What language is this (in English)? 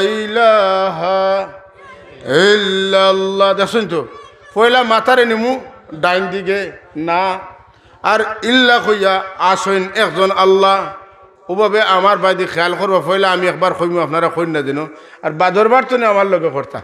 Sylheti